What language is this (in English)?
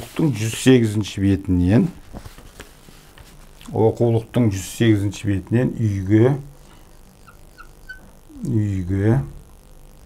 Kazakh